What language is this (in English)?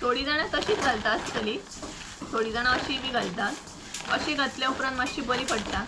Konkani